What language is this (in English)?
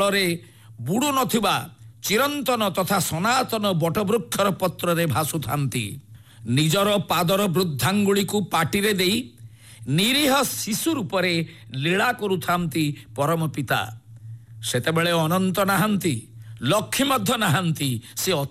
Odia